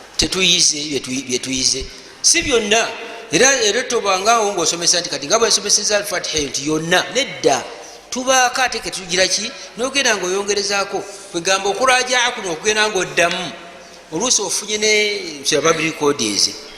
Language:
Ganda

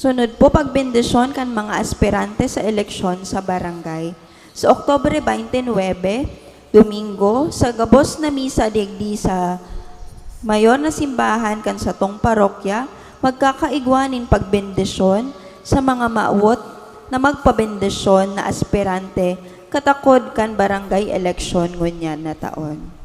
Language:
Bikol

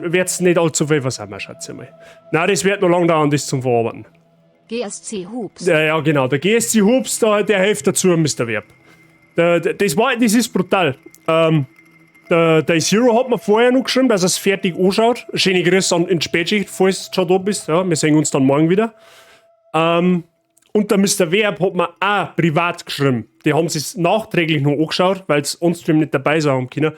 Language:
Bavarian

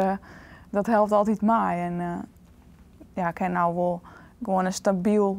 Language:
Western Frisian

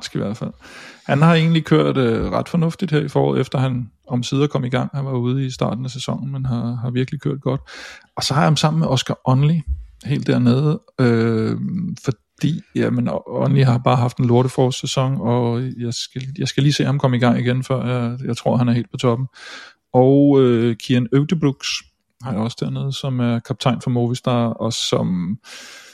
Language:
Danish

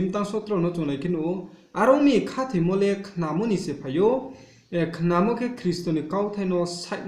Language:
Riang (India)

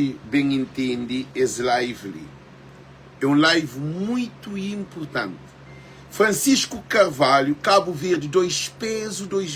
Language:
Kabuverdianu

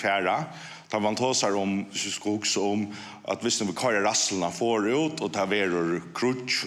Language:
Faroese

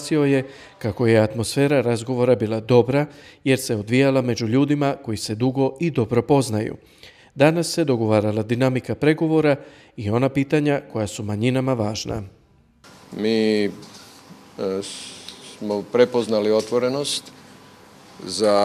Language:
Croatian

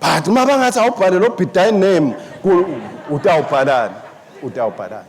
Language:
Swati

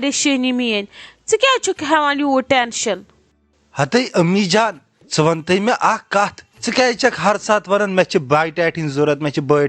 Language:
Kashmiri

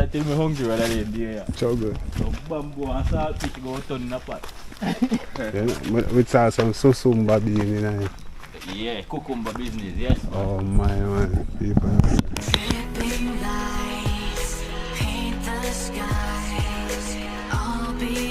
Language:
Jamaican Creole English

